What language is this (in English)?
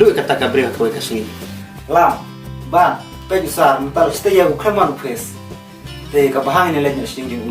Khasi